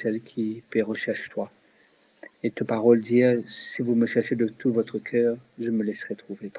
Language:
Morisyen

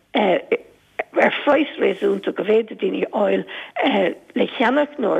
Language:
Irish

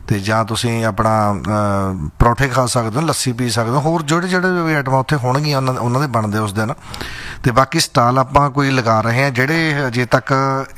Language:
Punjabi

